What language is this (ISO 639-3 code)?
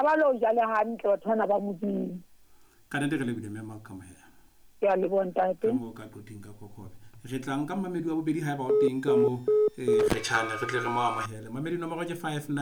sot